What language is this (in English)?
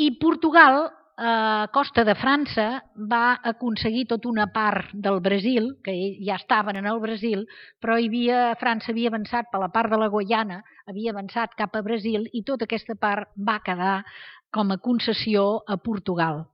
Catalan